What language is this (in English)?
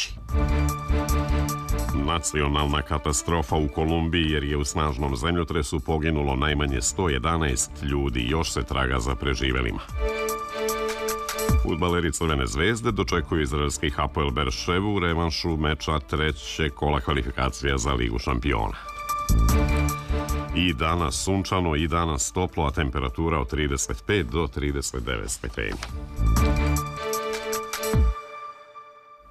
Serbian